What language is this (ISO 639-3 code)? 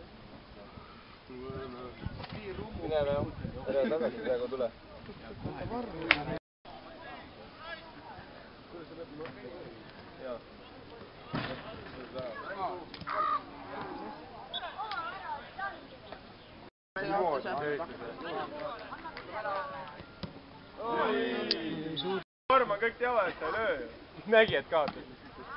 est